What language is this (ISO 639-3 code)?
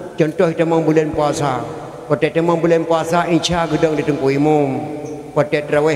ace